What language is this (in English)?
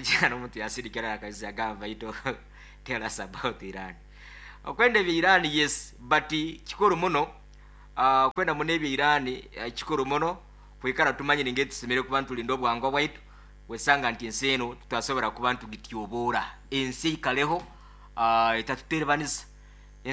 Nyoro